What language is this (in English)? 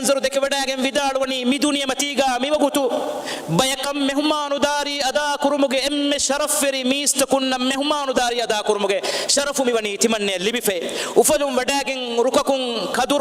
Divehi